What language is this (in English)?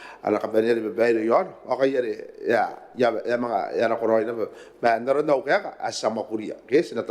Gilbertese